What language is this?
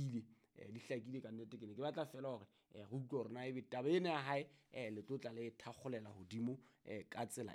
Southern Sotho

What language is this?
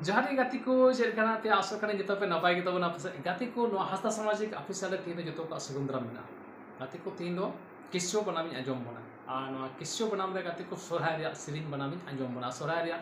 Santali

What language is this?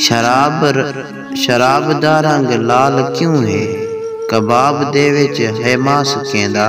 Saraiki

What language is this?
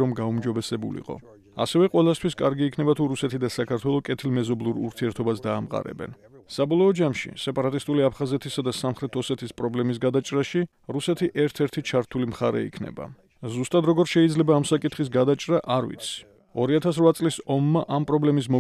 Georgian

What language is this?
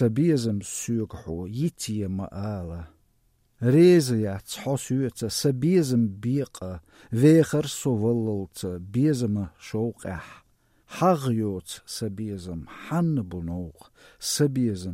Chechen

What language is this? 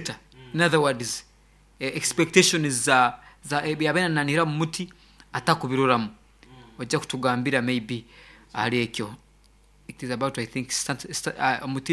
Nyoro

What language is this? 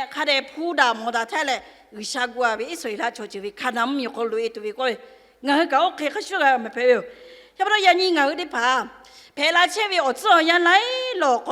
Lahu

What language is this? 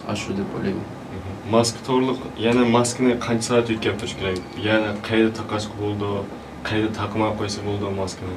Uyghur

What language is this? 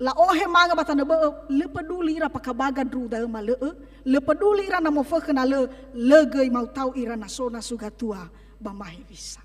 Nias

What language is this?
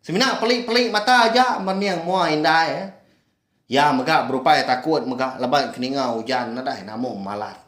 Iban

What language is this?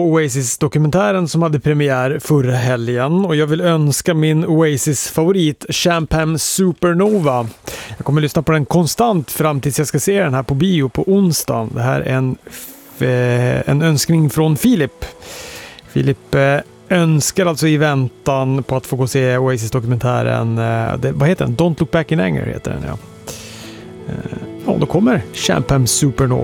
Swedish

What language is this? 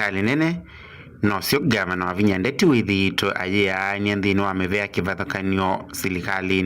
Kamba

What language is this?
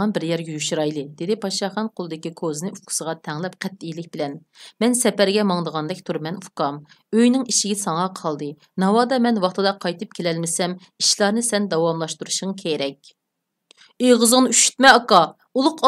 Uyghur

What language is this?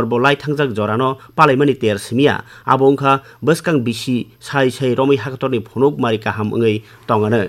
Kok Borok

